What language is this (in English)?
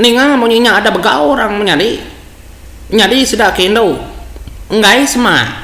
Iban